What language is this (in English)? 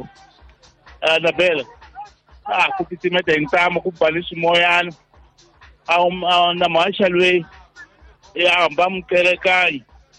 Tsonga